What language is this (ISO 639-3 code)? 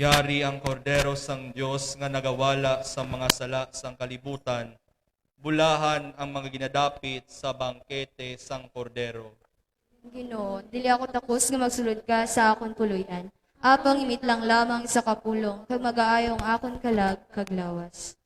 hil